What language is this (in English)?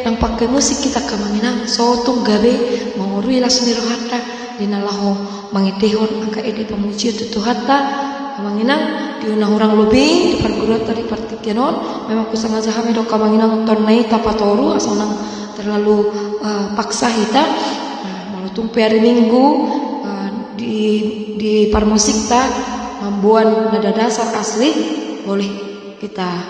Batak Toba